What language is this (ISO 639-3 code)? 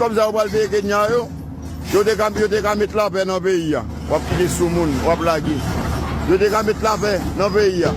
hat